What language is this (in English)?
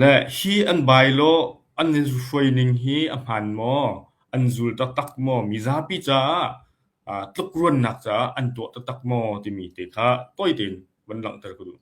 Hakha Chin